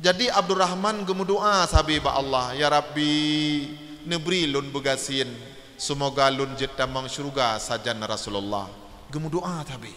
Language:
Achinese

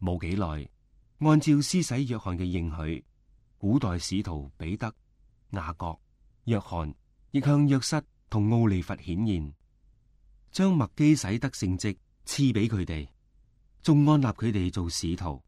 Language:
Cantonese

